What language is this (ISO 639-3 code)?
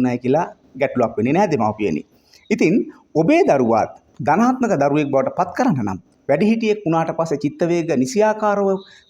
sin